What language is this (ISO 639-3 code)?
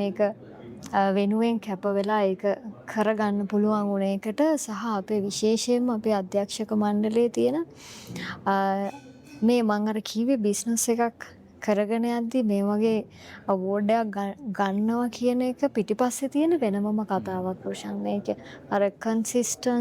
sin